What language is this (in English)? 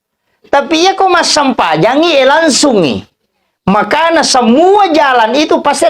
Buginese